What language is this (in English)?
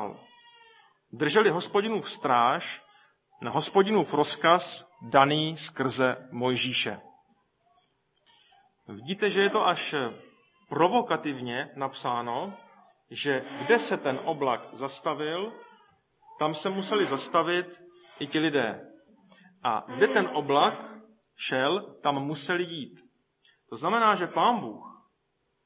Czech